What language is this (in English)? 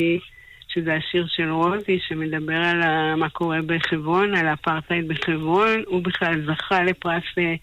Hebrew